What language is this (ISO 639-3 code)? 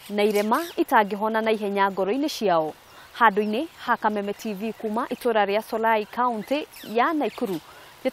kik